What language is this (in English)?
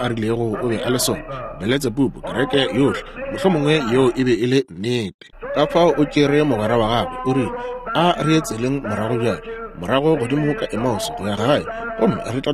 Northern Sotho